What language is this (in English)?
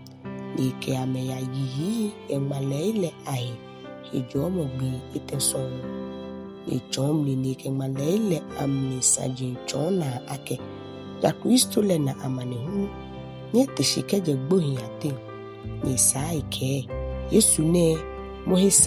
Ga